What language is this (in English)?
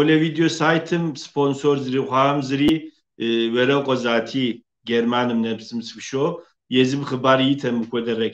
Kabardian